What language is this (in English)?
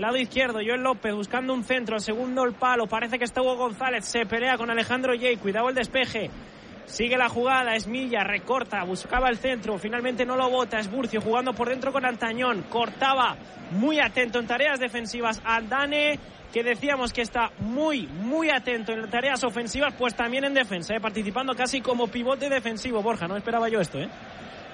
Spanish